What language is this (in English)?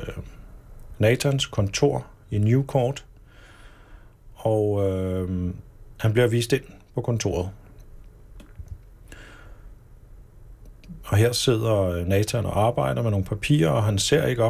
Danish